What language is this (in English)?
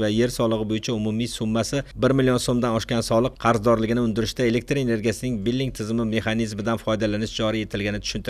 Uzbek